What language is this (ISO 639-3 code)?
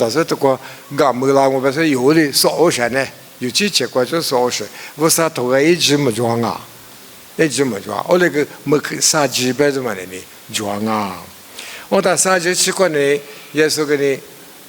lis